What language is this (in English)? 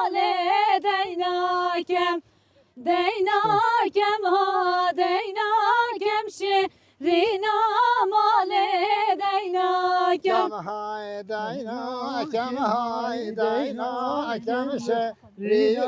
Kurdish